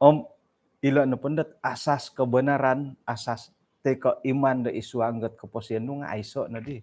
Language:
Central Dusun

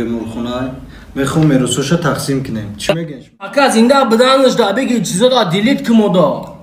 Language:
Tajik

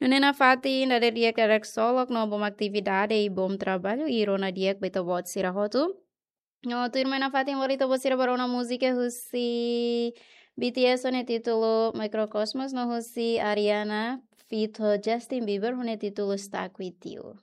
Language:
Tetum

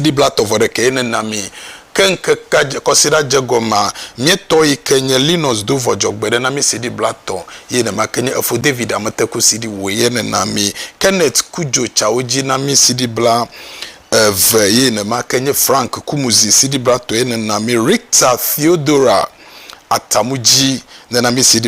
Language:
Ewe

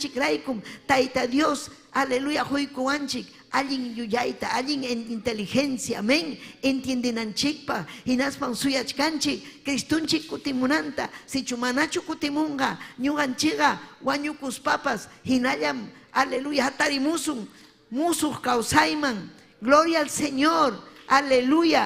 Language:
Ayacucho Quechua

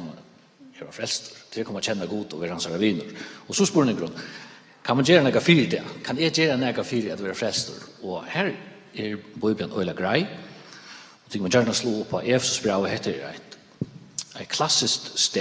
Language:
Faroese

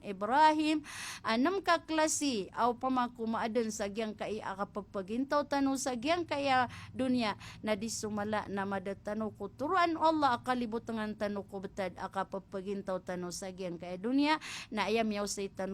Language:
Maranao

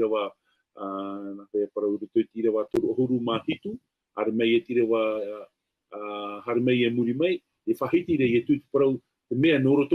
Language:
Tahitian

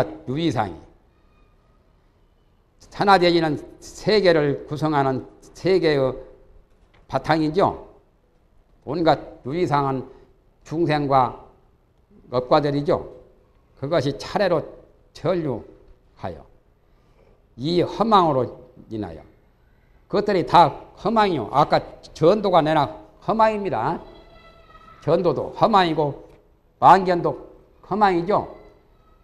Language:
Korean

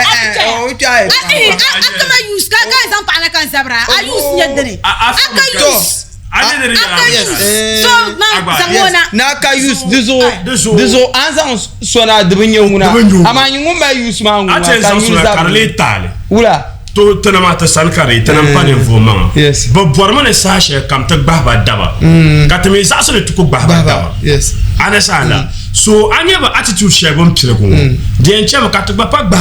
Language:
Dagbani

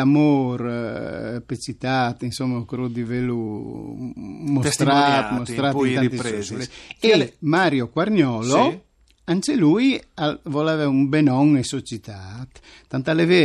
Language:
Friulian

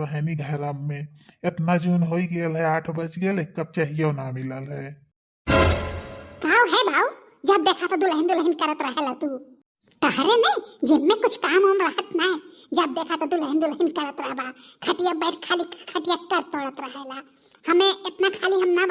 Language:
Bhojpuri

